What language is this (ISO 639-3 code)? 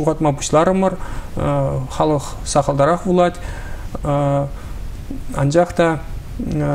chv